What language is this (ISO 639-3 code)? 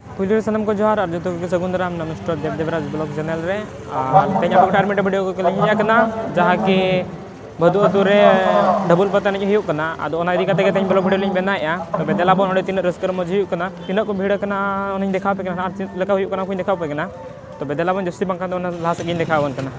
sat